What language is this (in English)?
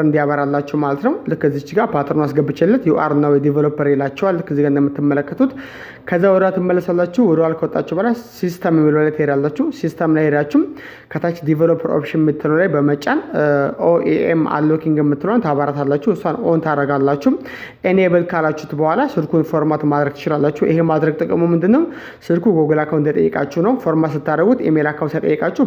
Amharic